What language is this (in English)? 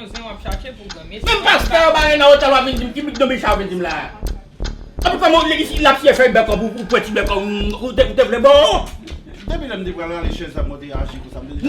Haitian Creole